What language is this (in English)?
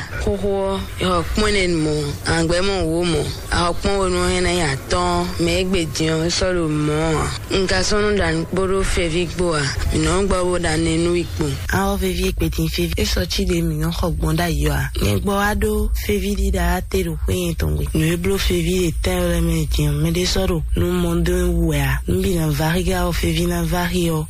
Fon